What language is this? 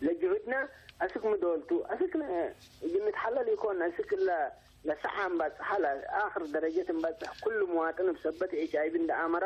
Tigre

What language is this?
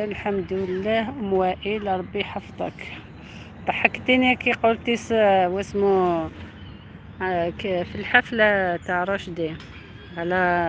Algerian Arabic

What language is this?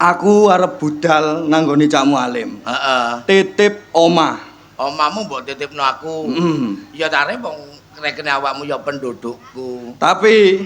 Javanese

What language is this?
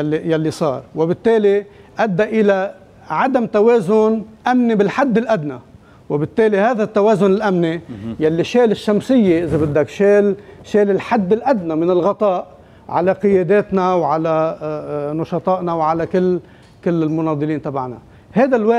North Levantine Arabic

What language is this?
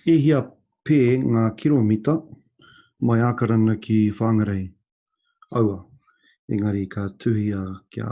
Māori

